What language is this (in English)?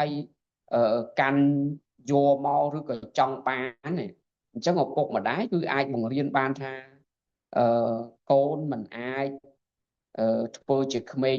Khmer